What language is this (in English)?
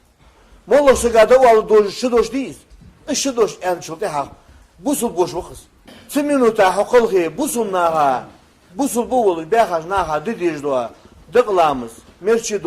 Ingush